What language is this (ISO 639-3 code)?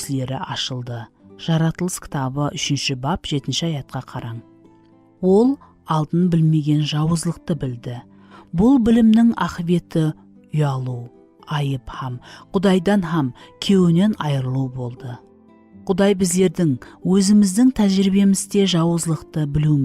kaa